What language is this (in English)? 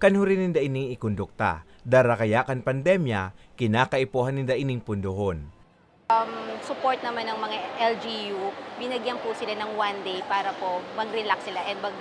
Bikol